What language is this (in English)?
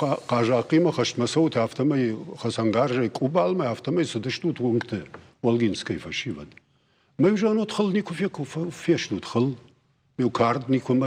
Ossetic